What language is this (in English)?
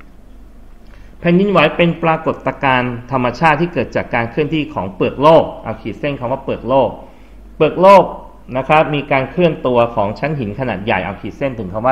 Thai